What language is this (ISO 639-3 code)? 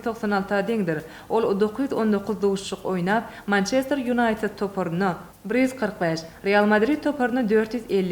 tuk